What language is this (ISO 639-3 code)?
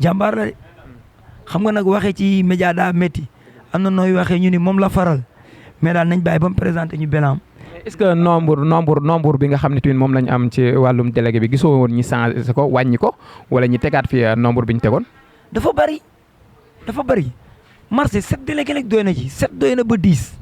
wol